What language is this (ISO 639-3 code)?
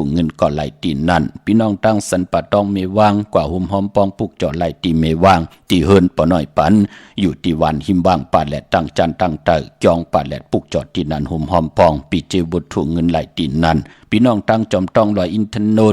shn